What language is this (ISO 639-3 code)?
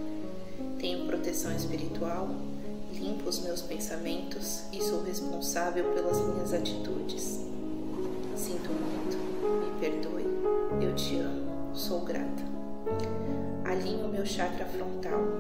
por